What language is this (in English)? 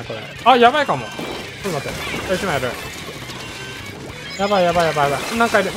Japanese